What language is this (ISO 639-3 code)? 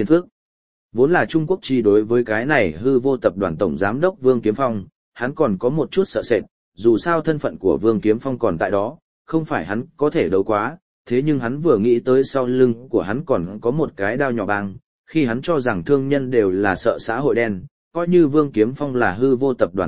vie